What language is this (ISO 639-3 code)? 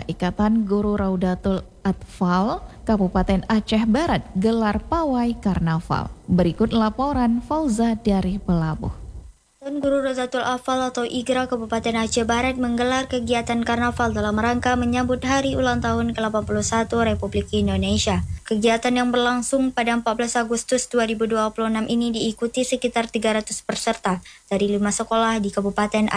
ind